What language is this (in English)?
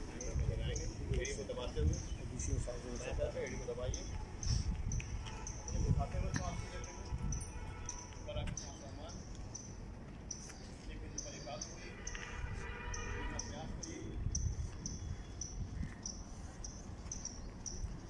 Hindi